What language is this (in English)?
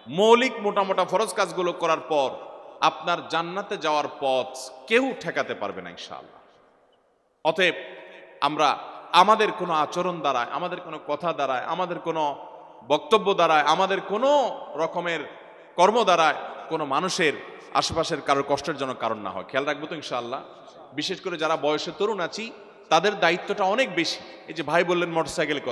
Bangla